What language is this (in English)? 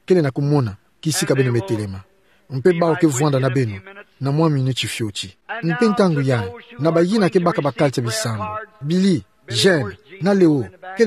Kituba (Democratic Republic of Congo)